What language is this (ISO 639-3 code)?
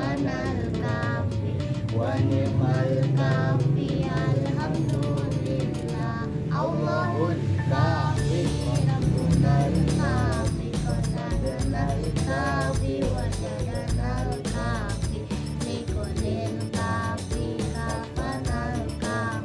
bew